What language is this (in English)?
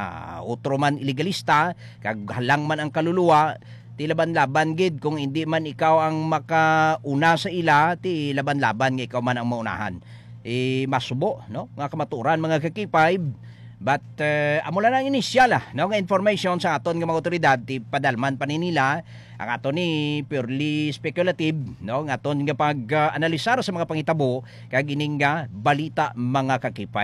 Hiligaynon